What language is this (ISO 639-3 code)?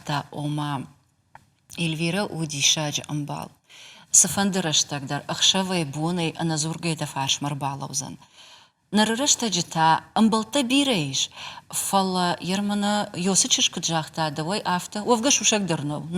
oss